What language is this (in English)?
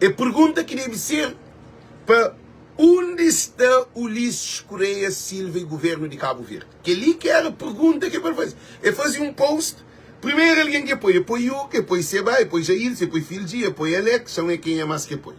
Kabuverdianu